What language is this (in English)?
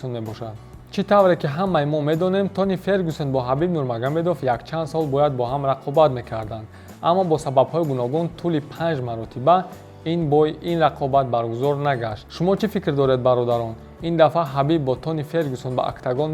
Tajik